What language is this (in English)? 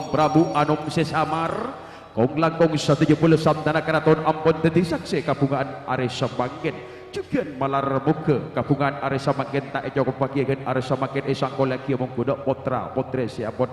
Madurese